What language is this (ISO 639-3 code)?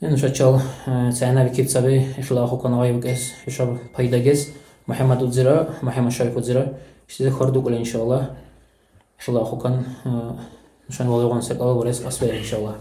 dar